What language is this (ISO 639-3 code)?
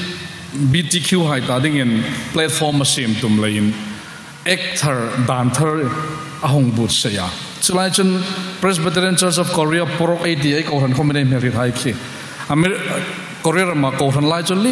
hmr